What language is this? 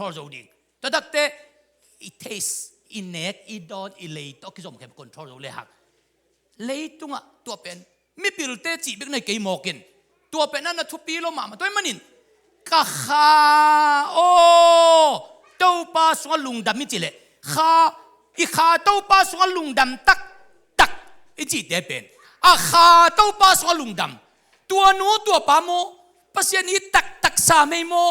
Tedim Chin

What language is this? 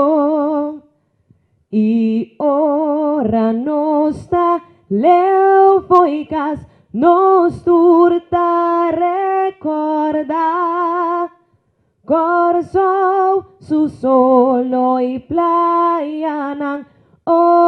Papiamento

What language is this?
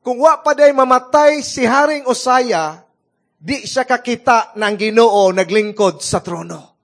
Cebuano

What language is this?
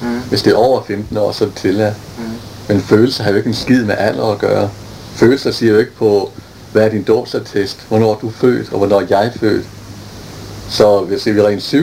Danish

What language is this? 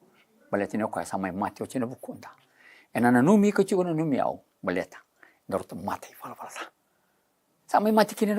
Fijian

